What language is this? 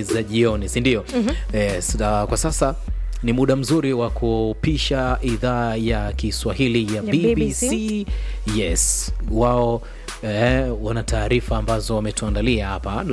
Swahili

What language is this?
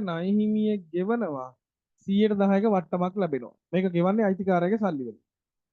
Sinhala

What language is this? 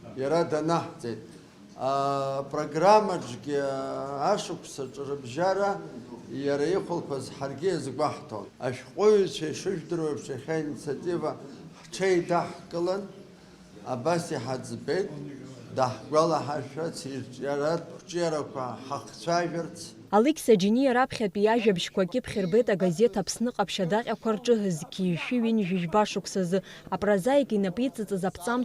Abkhazian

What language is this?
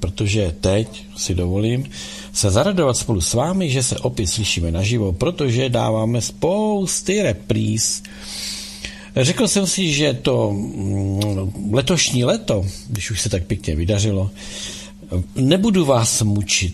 Czech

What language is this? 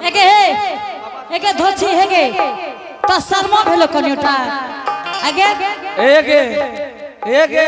Angika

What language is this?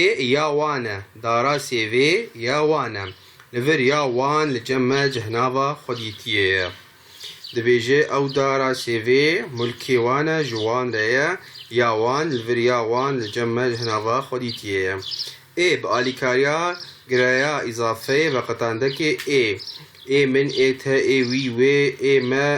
Kurdish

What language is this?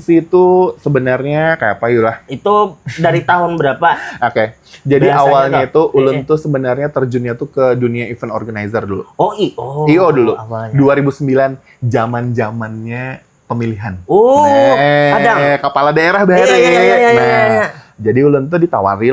Banjar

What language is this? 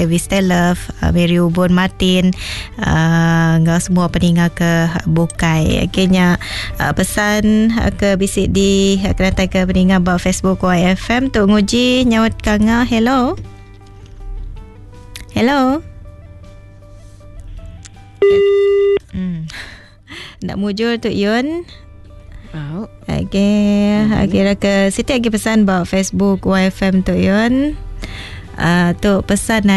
Iban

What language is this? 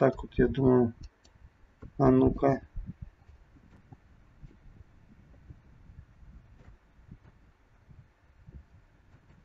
Russian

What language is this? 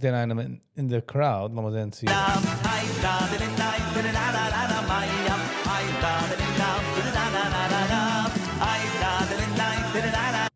Yiddish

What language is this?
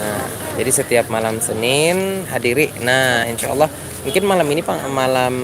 Banjar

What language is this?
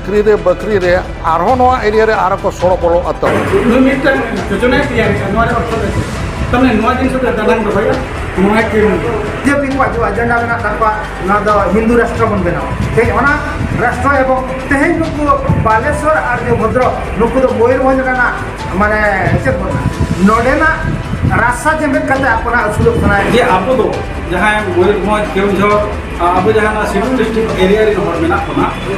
Santali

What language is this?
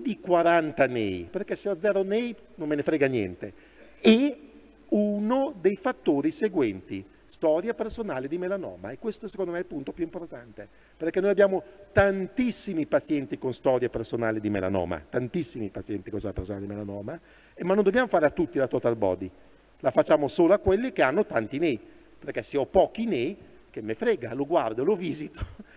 Italian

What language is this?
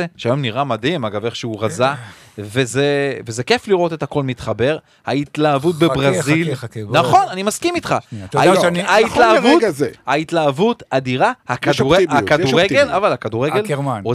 Hebrew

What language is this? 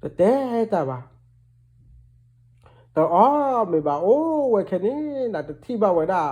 S'gaw Karen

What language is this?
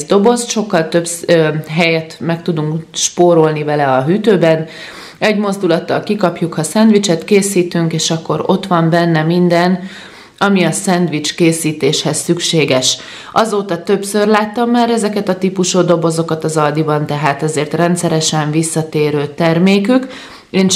Hungarian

